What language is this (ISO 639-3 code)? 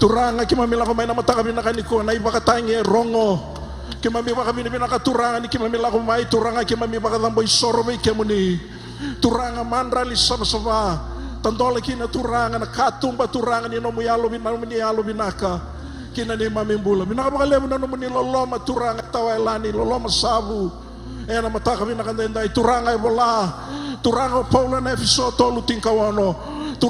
fij